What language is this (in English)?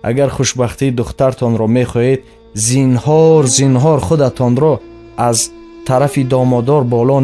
Tajik